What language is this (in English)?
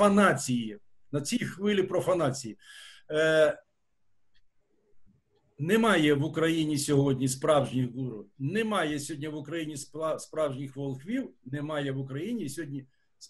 Ukrainian